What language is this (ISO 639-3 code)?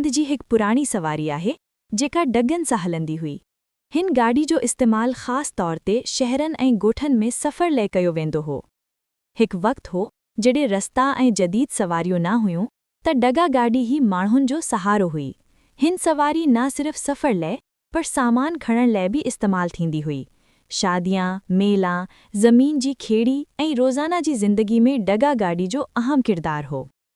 snd